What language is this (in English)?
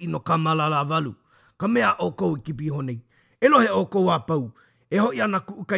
Hawaiian